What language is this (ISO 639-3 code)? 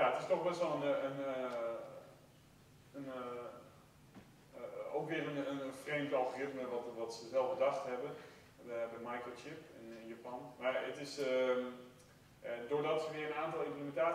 nld